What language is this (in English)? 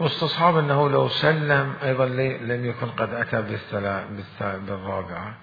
Mesopotamian Arabic